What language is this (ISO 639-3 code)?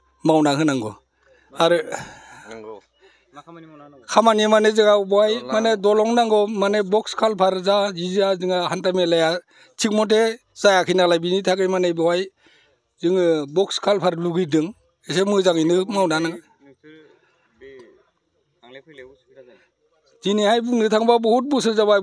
brx